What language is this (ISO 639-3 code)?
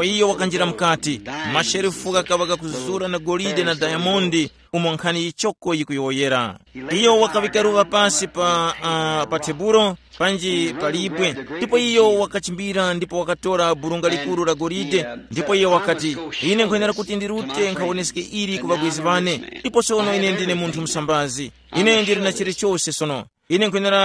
tum